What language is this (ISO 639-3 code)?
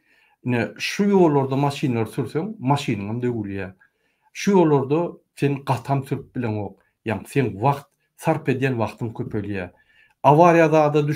tuk